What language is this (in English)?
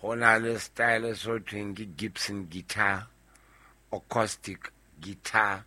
Southern Sotho